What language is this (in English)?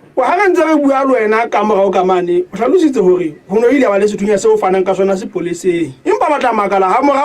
Southern Sotho